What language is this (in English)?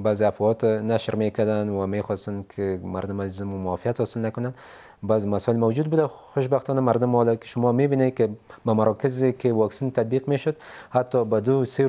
Persian